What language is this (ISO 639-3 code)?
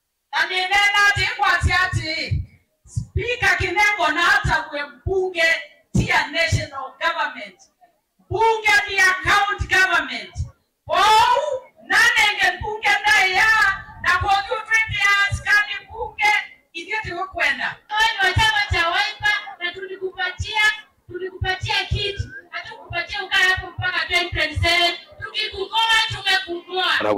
kam